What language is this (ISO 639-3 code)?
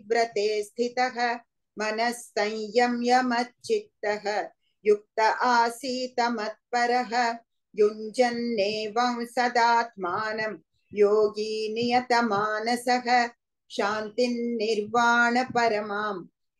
san